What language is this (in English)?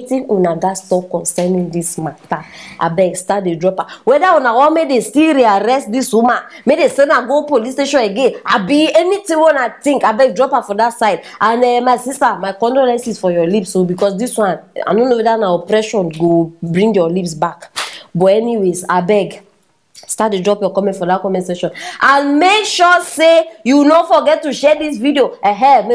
Nigerian Pidgin